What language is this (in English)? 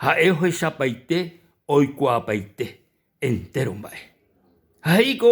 Guarani